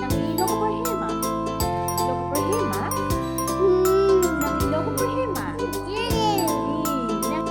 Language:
Karbi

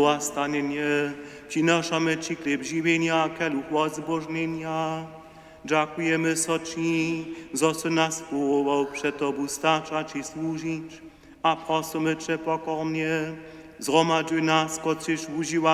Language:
Upper Sorbian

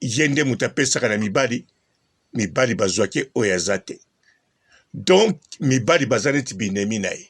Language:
Lingala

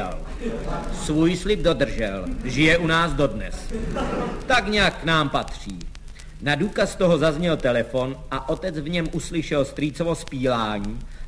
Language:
Czech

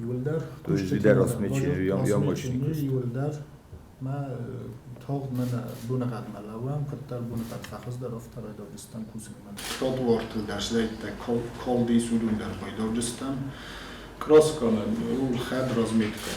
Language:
Ossetic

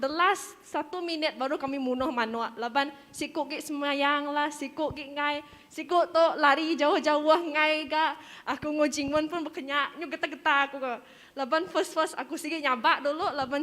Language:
Iban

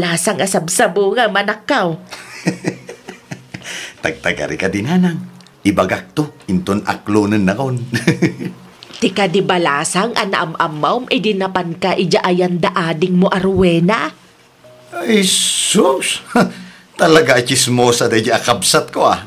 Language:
Iloko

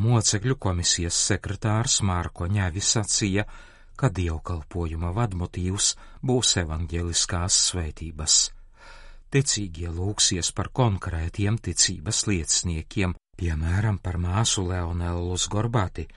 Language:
Latvian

